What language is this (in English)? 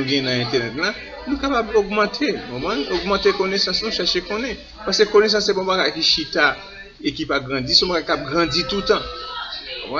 Haitian Creole